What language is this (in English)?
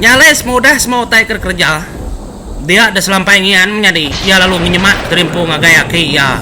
Iban